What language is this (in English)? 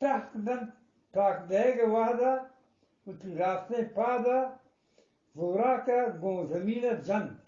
Eastern Balochi